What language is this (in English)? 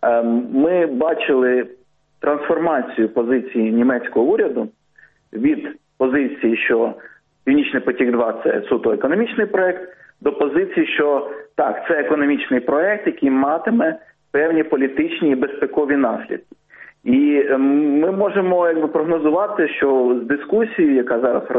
Ukrainian